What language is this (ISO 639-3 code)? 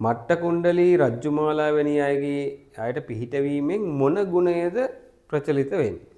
sin